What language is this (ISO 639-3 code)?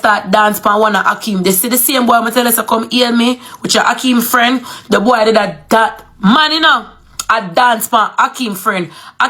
jam